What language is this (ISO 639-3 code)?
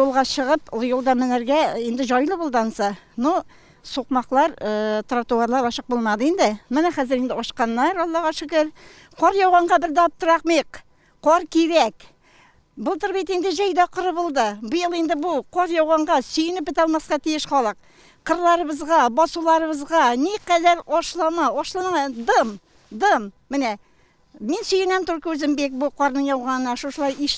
tat